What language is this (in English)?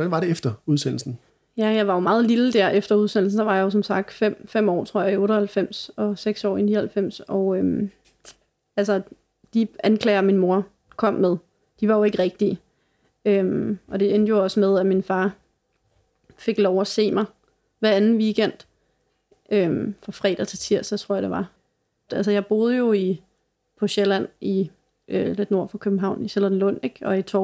Danish